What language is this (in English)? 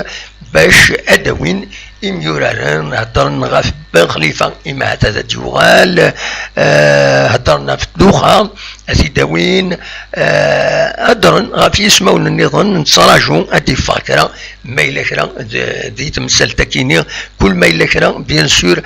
Kabyle